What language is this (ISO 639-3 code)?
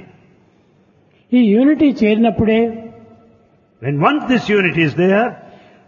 tel